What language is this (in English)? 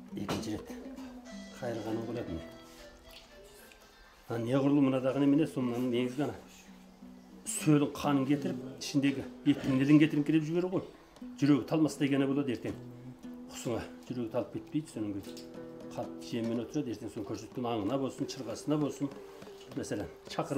Kazakh